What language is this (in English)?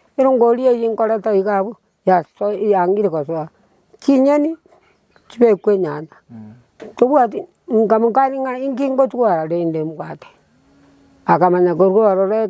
Gusii